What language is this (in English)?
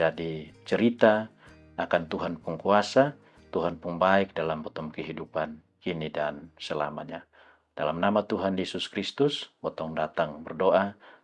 Kupang Malay